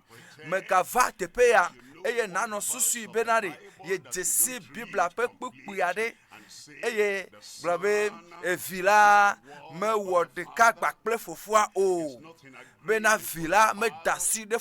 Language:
Ewe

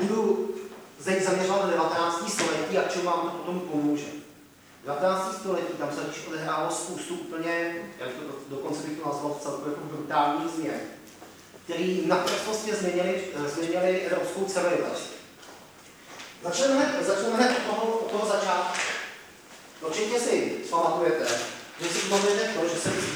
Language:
Czech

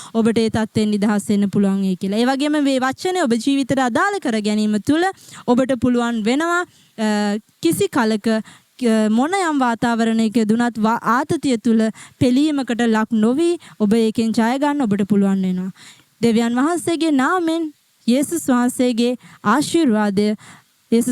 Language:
Sinhala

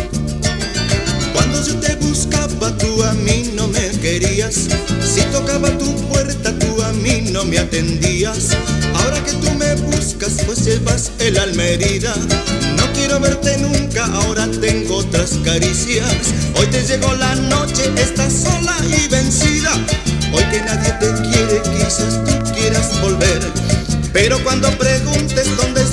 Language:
Spanish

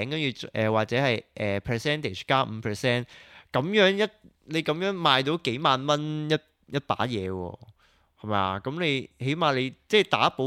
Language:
Cantonese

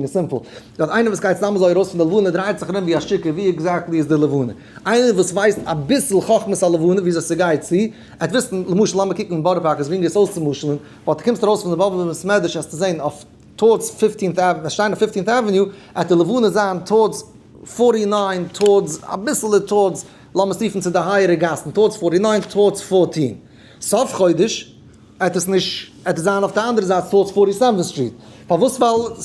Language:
Yiddish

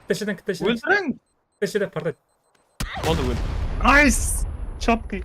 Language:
Kara-Kalpak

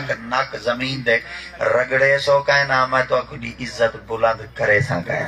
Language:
Saraiki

